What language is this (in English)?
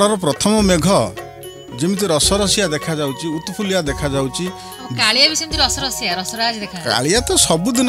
Odia